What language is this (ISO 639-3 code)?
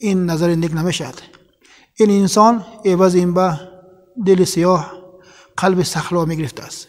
tgk